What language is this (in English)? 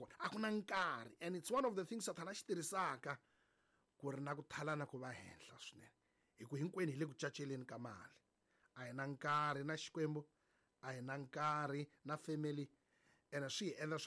Tsonga